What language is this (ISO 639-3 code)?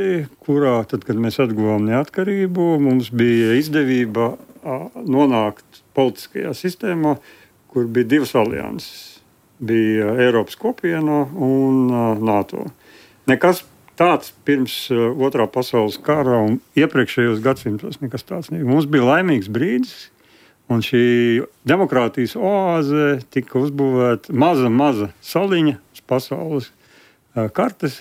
lav